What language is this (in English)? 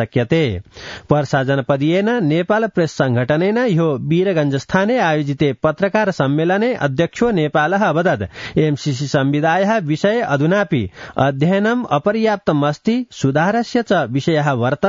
Sanskrit